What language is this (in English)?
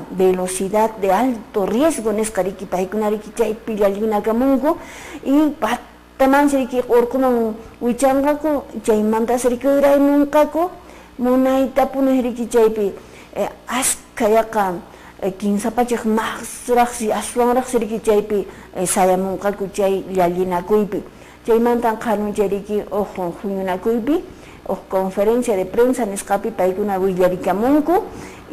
Quechua